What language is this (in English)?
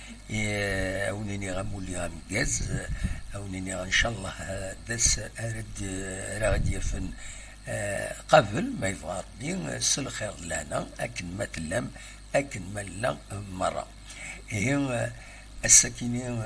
Kabyle